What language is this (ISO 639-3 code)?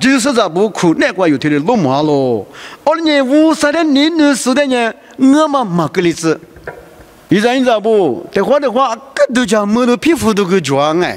lis